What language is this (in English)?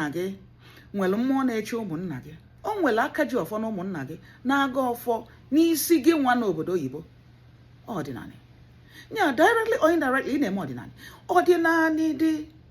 Igbo